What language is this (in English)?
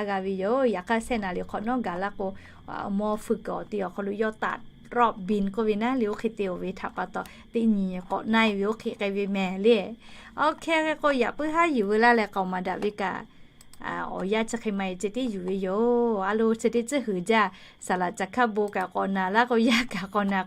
Lahu